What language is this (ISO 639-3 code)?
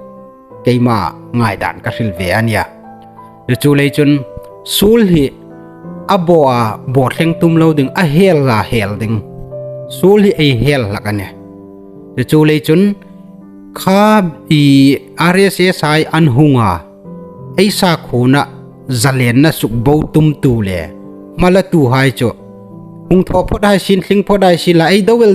hmr